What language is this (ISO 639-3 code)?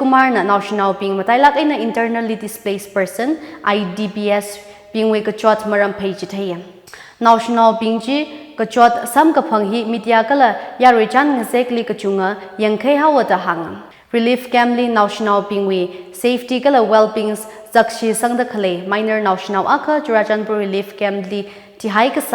nmf